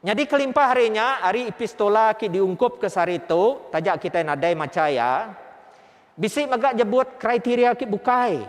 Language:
Iban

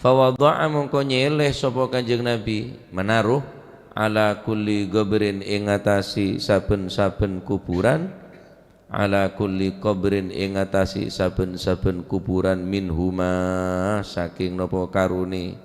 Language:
Madurese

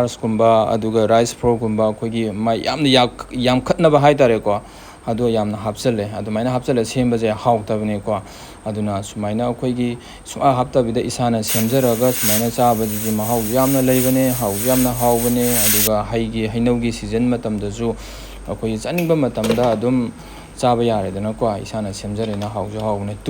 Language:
Manipuri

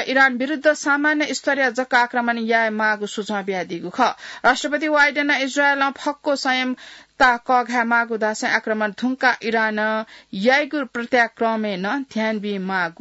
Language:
Newari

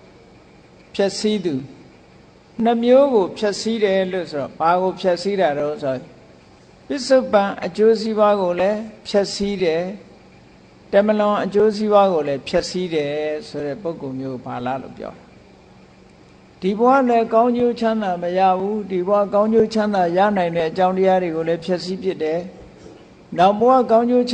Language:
Burmese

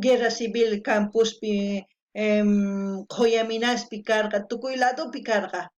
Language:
South Bolivian Quechua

